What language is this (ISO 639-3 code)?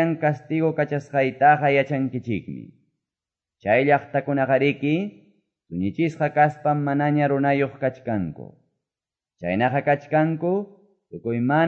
que